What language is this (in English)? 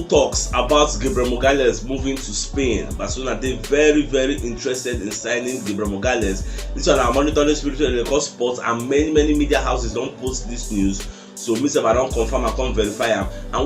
Nigerian Pidgin